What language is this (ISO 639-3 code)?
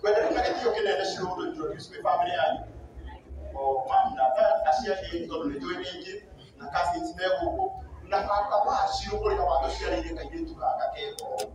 kik